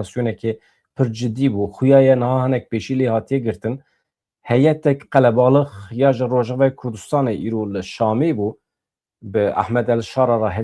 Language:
Kurdish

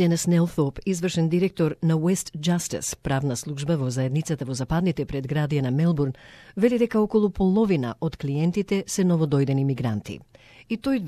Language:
Macedonian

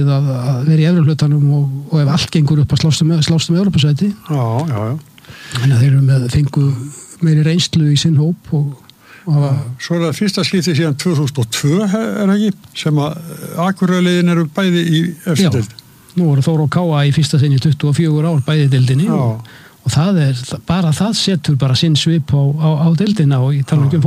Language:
Icelandic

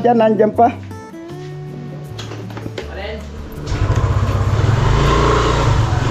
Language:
Filipino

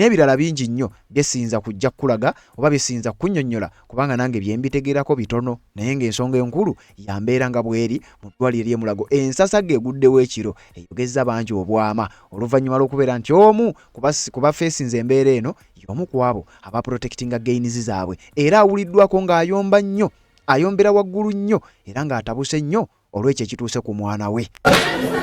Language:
Ganda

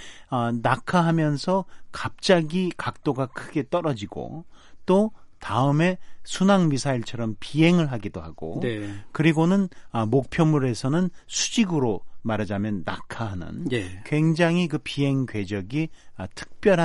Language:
Korean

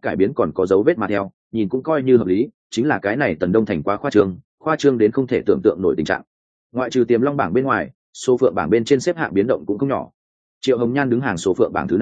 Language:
Vietnamese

